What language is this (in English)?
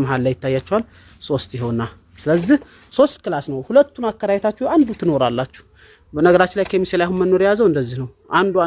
Amharic